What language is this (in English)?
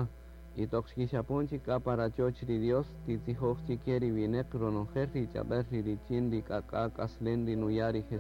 Kaqchikel